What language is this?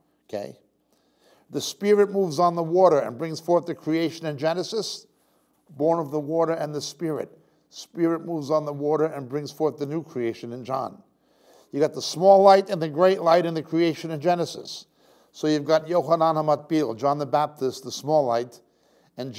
English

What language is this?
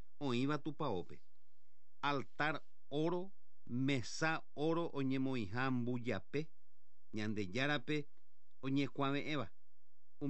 Guarani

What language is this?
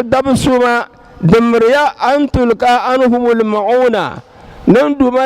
Dagbani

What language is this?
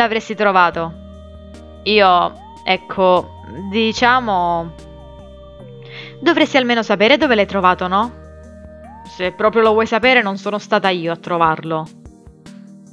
Italian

